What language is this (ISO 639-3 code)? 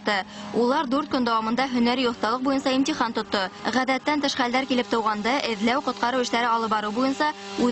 bak